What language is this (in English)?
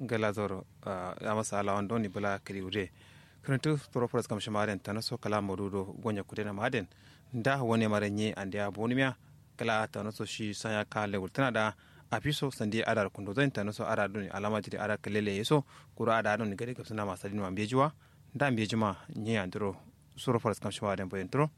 Kanuri